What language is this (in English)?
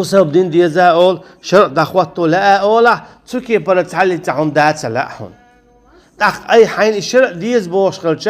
Chechen